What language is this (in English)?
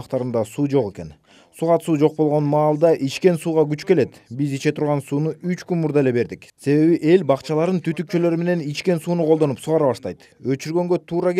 Kyrgyz